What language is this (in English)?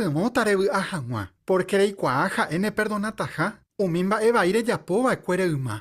Guarani